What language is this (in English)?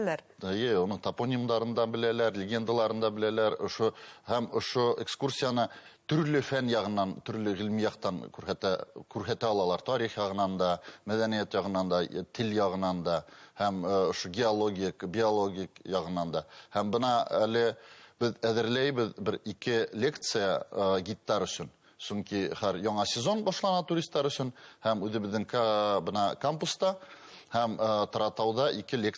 Bashkir